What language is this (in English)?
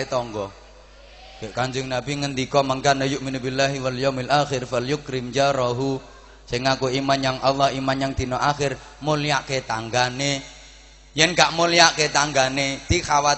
Javanese